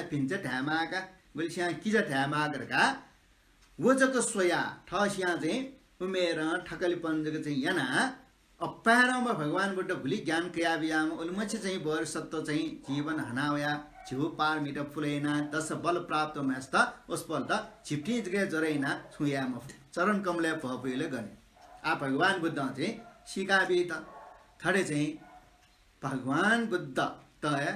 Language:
Newari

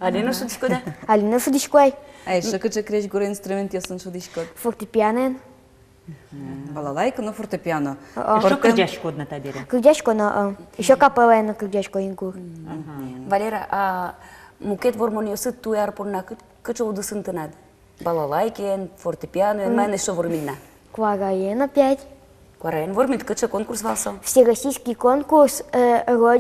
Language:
Udmurt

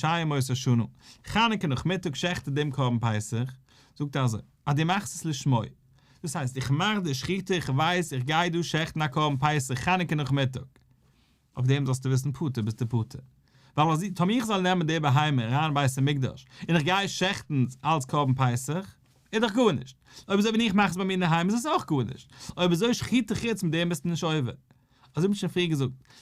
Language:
Yiddish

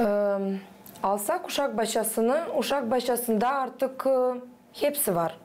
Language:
Gagauz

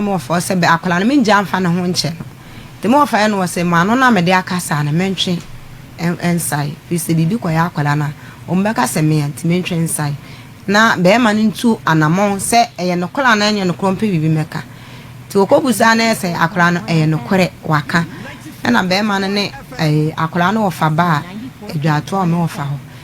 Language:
Akan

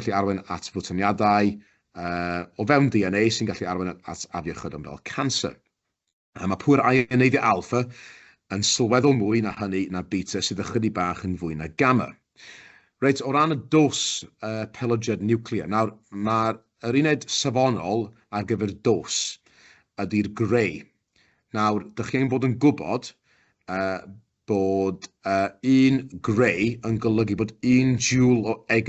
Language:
Welsh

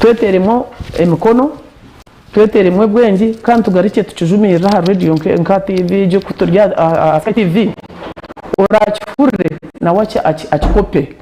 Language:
Nyankole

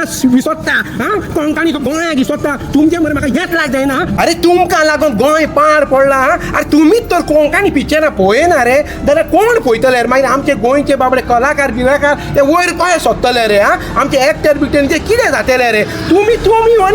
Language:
Konkani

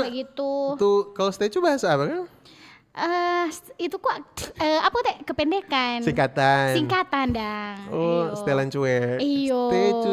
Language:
Manado Malay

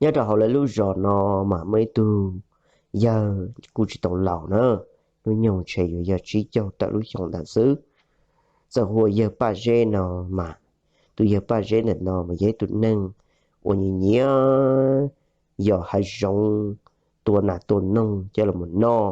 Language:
Hmong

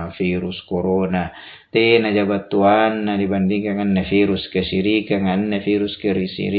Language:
Makasar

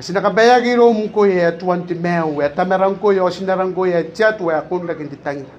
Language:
Gilbertese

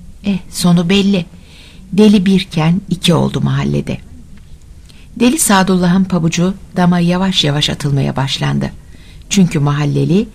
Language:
Turkish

